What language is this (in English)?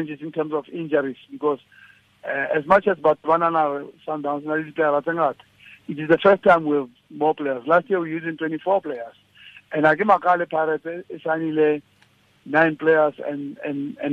Tswana